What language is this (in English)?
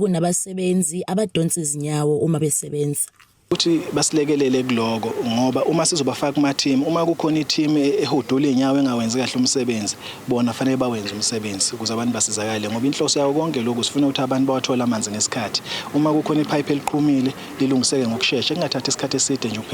Zulu